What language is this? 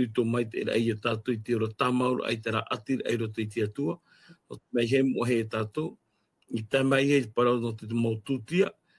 Tahitian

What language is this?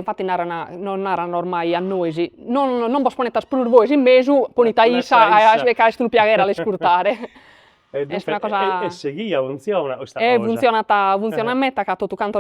Sardinian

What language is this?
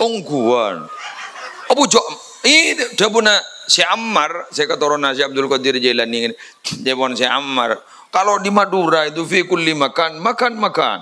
Madurese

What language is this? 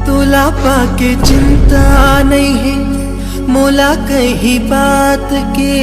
Chhattisgarhi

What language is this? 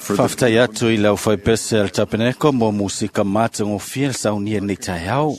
Samoan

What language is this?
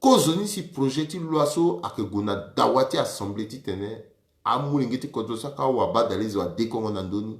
Sango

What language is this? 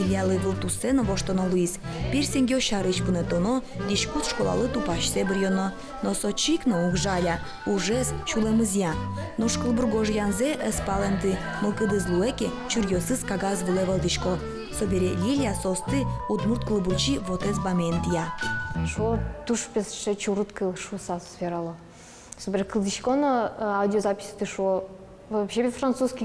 Udmurt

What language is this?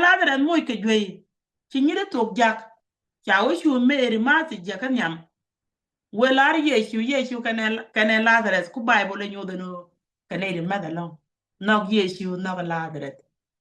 Nuer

